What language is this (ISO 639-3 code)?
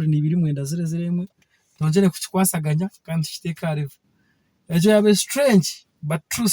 nyn